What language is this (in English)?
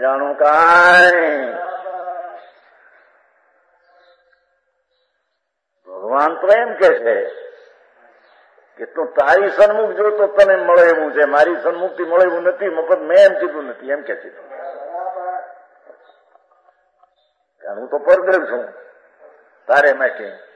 Gujarati